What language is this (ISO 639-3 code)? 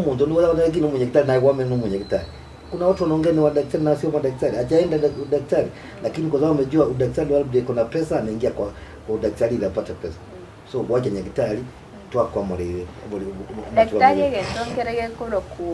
guz